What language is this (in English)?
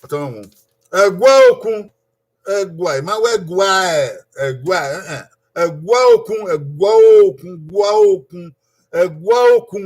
Bini